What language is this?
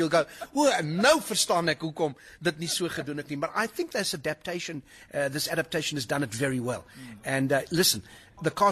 Afrikaans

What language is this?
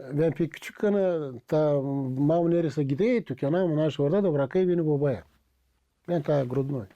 Gagauz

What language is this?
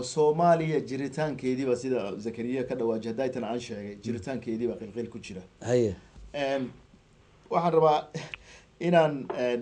Somali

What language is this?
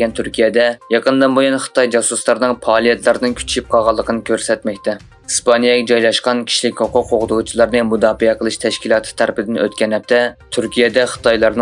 Uyghur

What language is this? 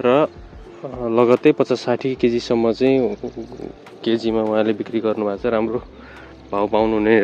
Nepali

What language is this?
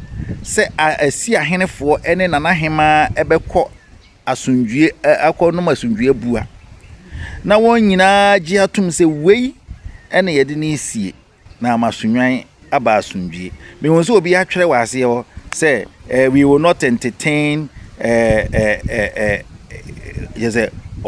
Akan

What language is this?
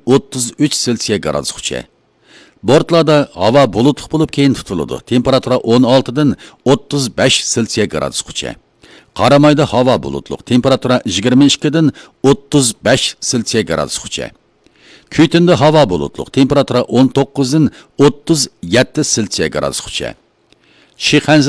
Uyghur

